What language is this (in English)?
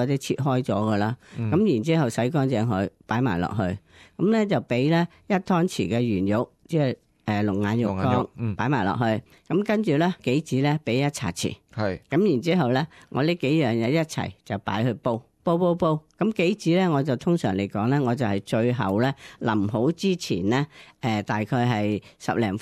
Cantonese